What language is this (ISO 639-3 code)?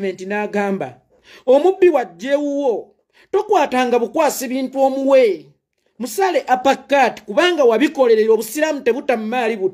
lug